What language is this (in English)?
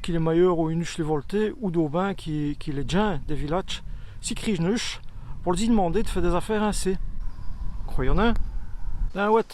Walloon